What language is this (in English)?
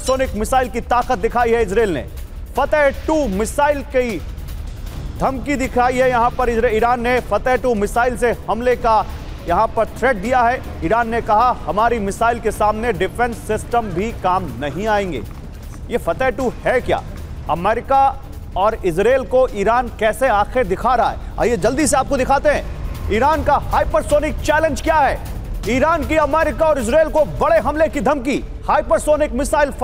Hindi